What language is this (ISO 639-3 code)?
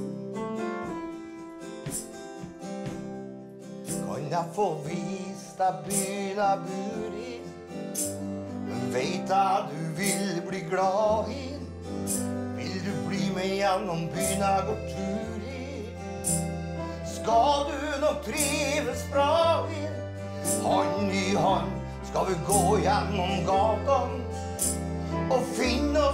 nor